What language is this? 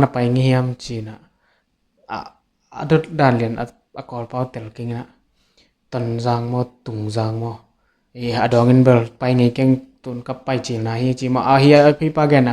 Tedim Chin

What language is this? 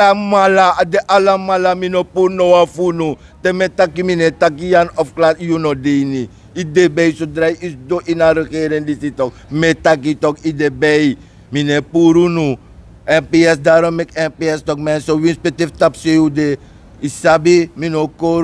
Sranan Tongo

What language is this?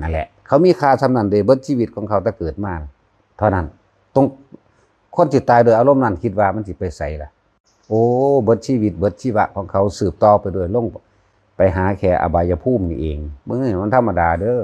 Northeastern Thai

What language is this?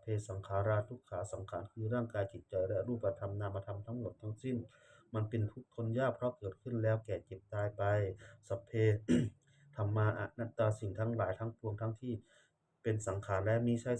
Pali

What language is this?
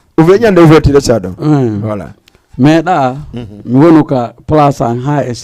Fula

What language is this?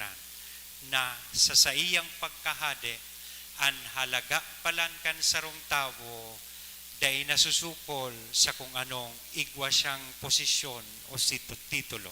Bikol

